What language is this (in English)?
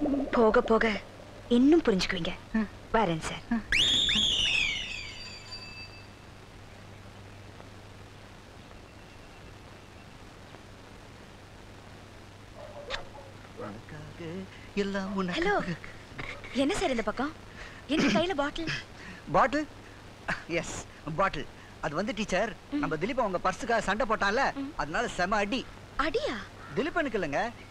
Tamil